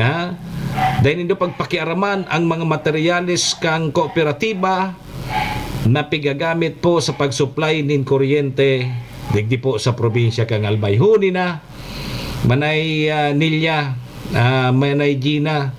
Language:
Bikol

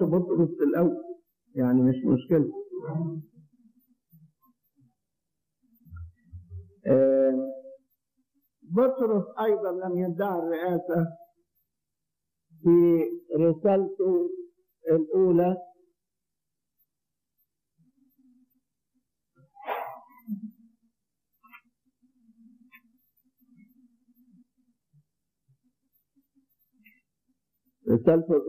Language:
Egyptian Arabic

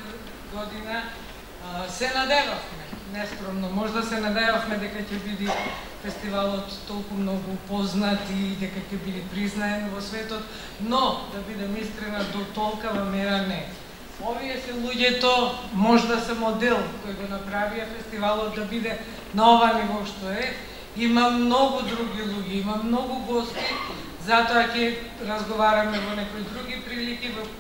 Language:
Macedonian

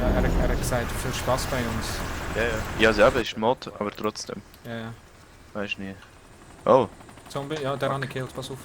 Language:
Swiss German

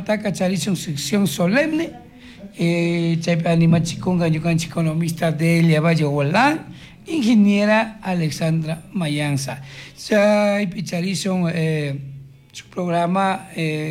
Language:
Chimborazo Highland Quichua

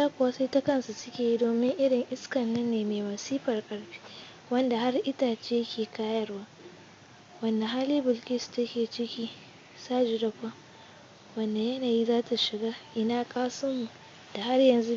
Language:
Hausa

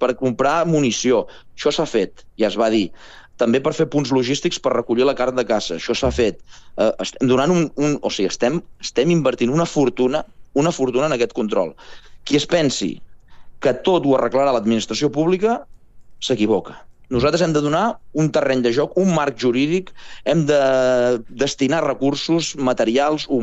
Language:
Catalan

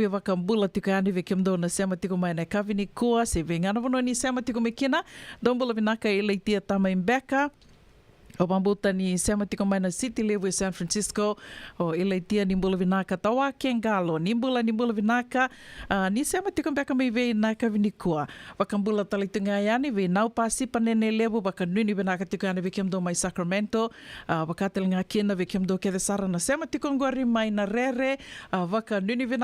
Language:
Fijian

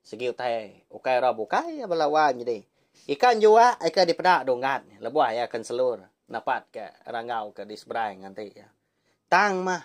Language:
Iban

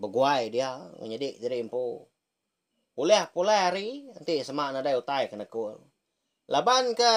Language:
Iban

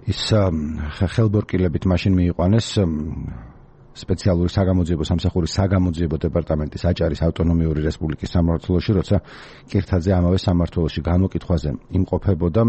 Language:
Georgian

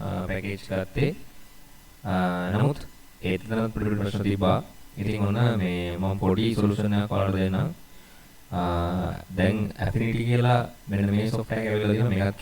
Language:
Sinhala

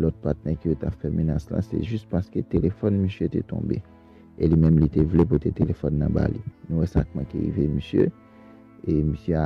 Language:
Haitian Creole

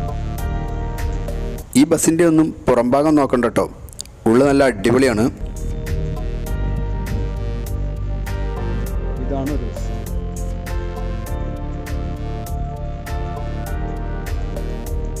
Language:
Malayalam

